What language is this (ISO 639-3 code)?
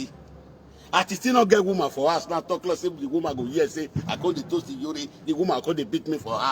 pcm